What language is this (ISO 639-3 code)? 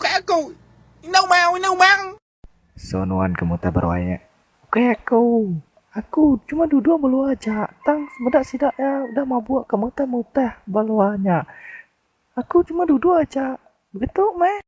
iba